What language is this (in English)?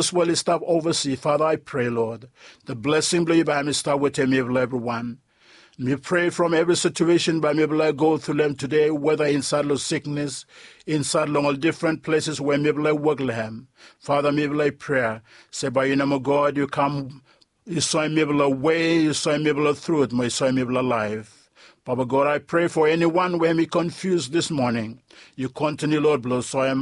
Bislama